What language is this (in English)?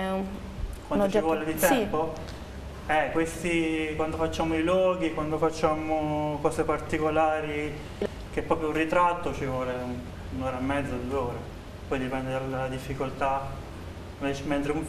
Italian